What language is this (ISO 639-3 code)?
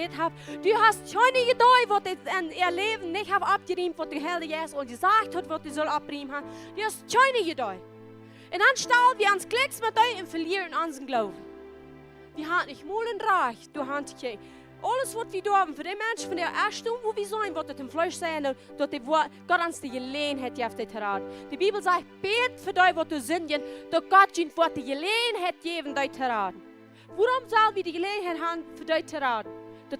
pdt